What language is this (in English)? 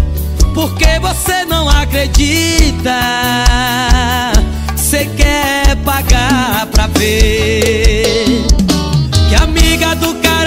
Portuguese